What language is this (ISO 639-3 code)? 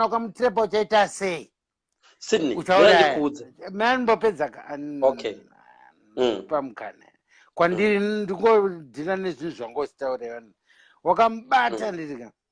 sna